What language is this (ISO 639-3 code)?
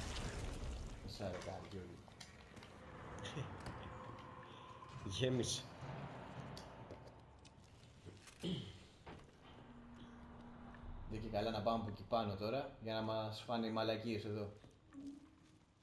ell